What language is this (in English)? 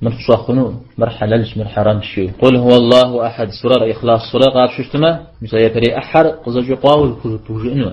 Kabardian